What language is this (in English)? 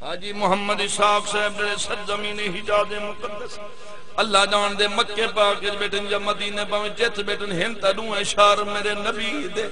Saraiki